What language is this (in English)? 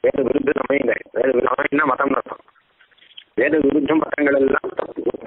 Tamil